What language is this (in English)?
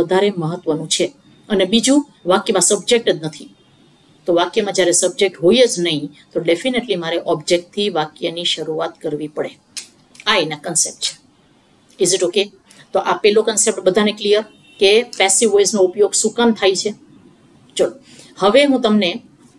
Gujarati